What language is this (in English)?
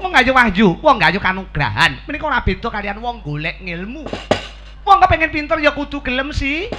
Javanese